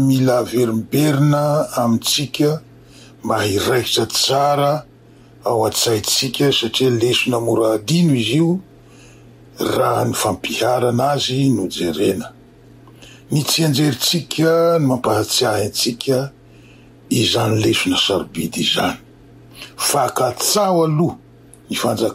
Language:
Malagasy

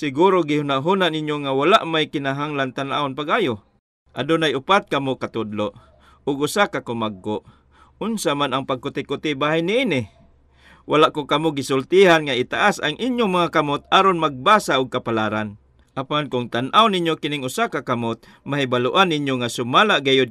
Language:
Cebuano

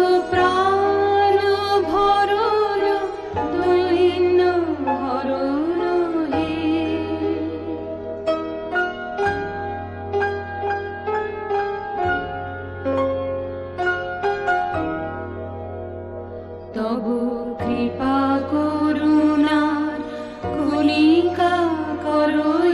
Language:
Bangla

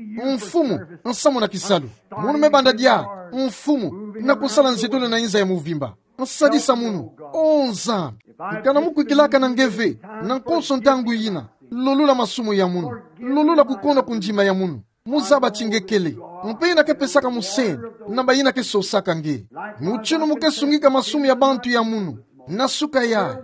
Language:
Kituba (Democratic Republic of Congo)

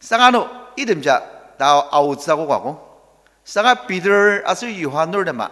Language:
Ao Naga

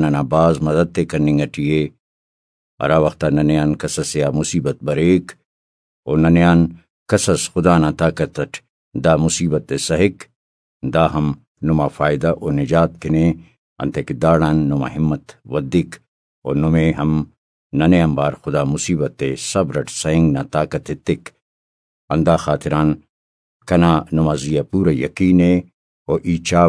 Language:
Brahui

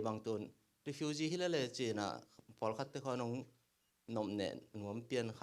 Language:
Tedim Chin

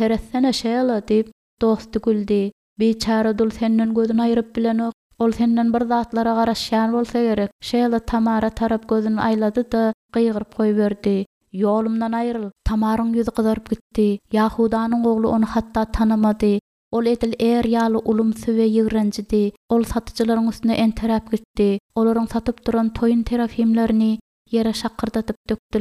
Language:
Turkmen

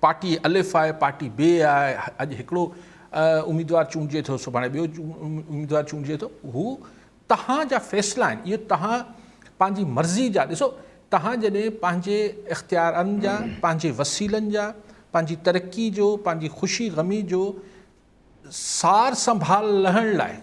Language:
Sindhi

